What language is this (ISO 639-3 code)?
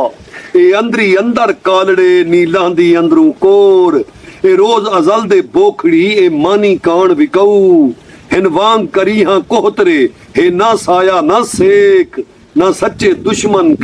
skr